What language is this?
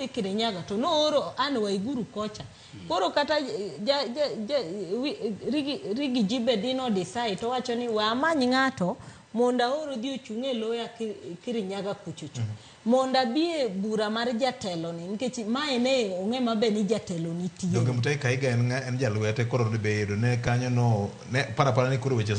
Luo (Kenya and Tanzania)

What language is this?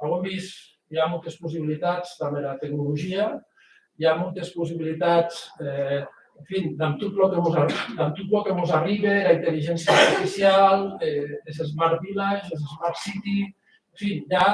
Occitan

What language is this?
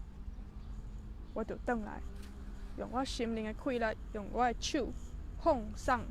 Min Nan Chinese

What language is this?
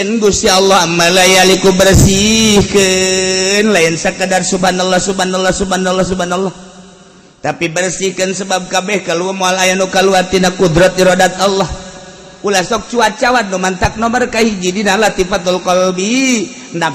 Sundanese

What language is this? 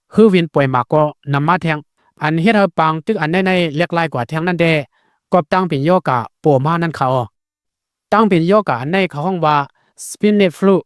Lao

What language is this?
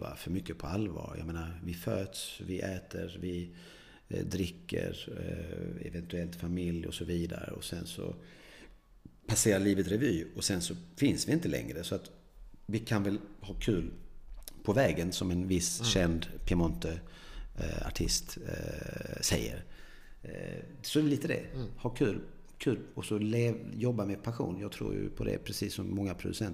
Swedish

